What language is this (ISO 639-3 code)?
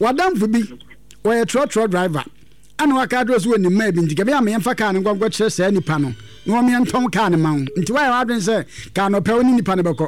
aka